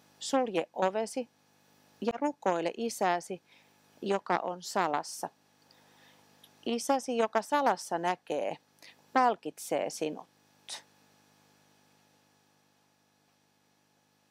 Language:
Finnish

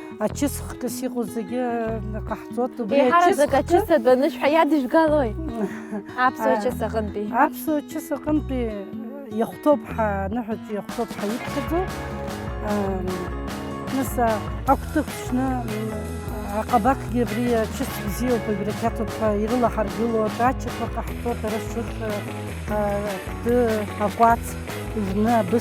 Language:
Abkhazian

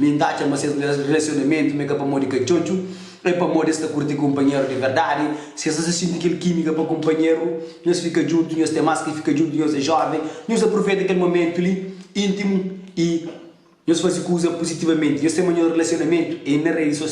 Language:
Kabuverdianu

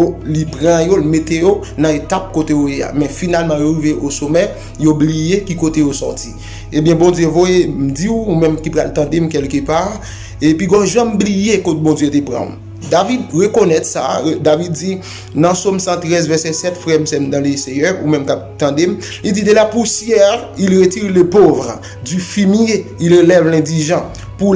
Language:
Haitian Creole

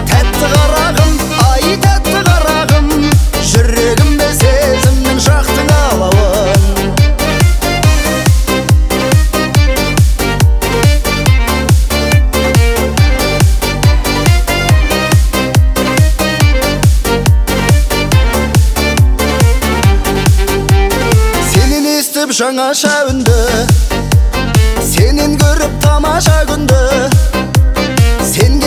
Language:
Kazakh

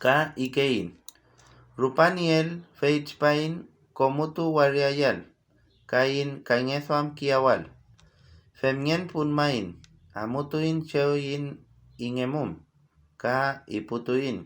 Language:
Mapuche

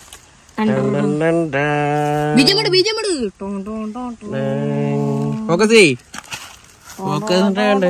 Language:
Malayalam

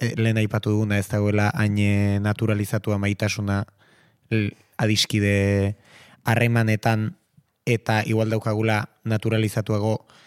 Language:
Basque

